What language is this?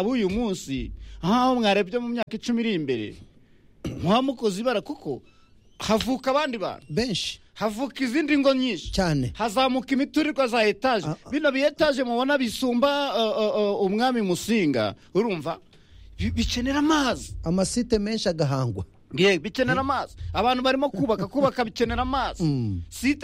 Kinyarwanda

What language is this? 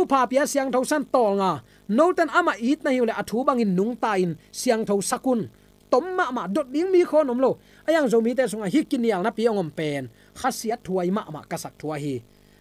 Tedim Chin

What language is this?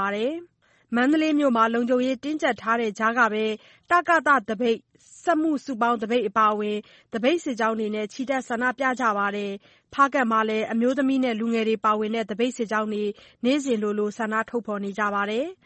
Burmese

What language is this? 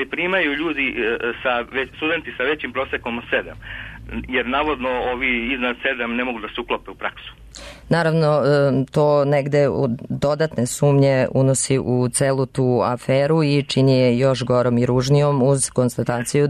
Serbian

